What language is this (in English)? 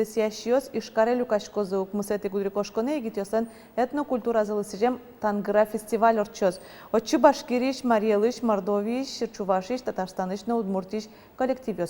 Udmurt